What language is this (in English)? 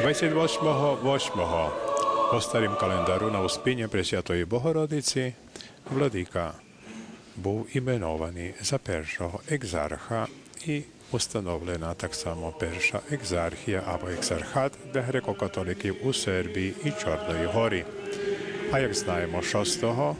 Rusyn